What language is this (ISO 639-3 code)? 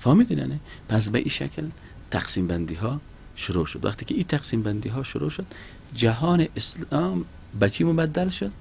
fas